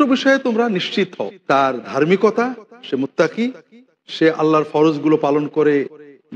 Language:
Bangla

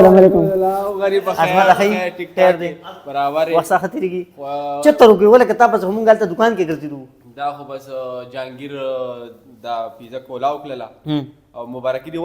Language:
Pashto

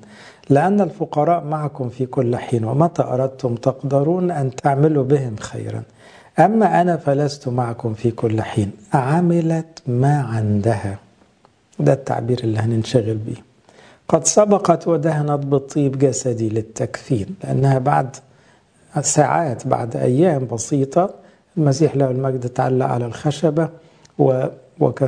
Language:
Egyptian Arabic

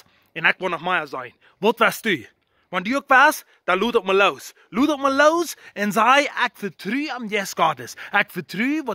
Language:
Plautdietsch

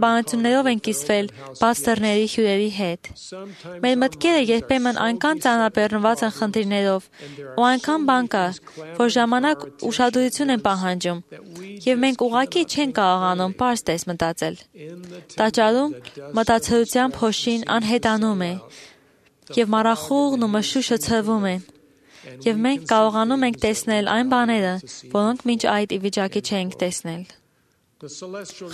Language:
Armenian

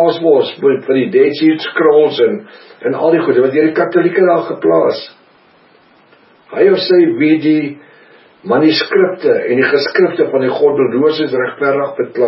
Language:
Afrikaans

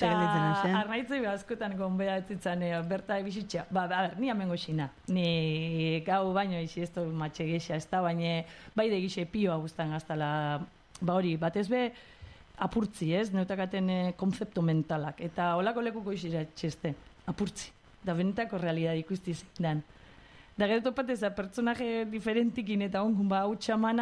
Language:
Basque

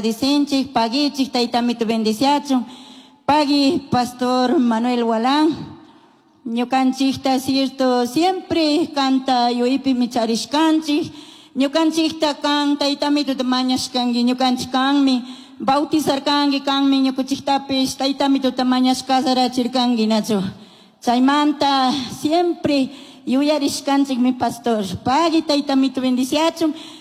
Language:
Chimborazo Highland Quichua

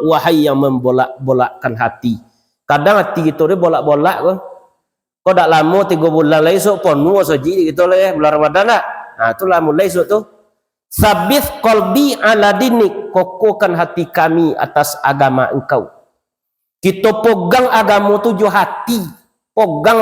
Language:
Minangkabau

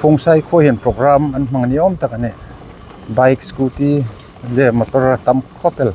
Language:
Hmar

